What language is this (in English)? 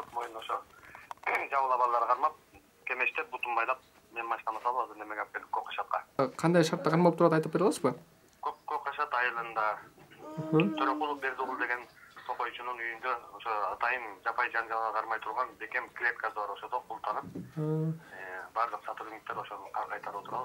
Kyrgyz